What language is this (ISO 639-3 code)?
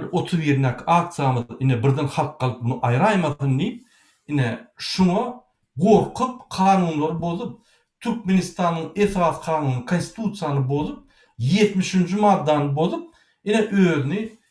tuk